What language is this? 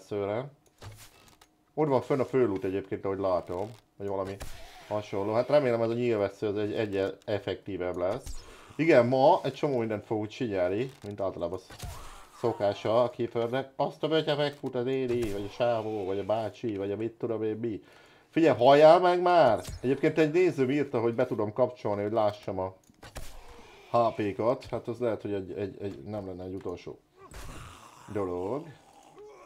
Hungarian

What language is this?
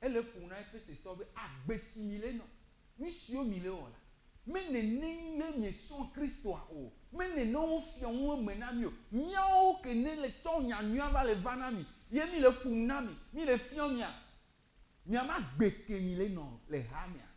Ewe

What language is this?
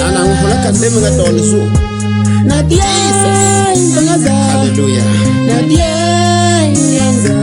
Southern Dagaare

